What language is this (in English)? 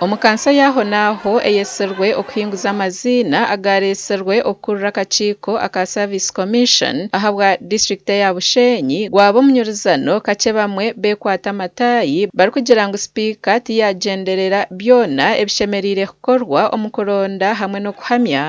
Nyankole